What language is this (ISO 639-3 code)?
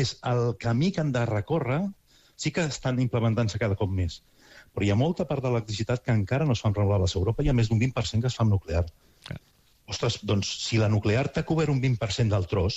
cat